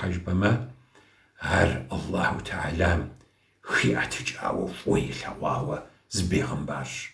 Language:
Kabardian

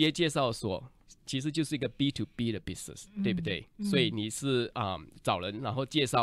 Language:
Chinese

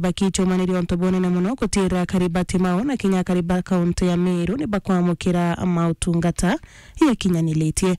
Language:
Meru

